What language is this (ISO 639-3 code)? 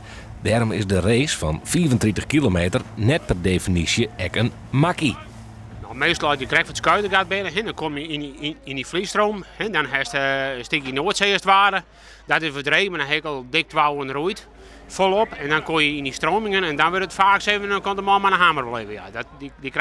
fry